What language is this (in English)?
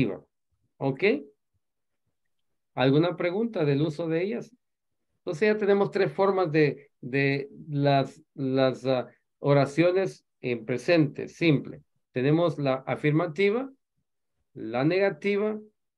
Spanish